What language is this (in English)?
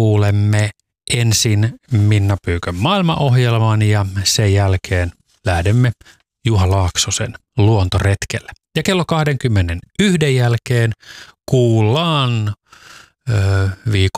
Finnish